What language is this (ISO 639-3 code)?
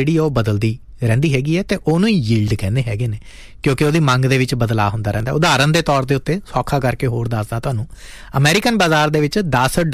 pan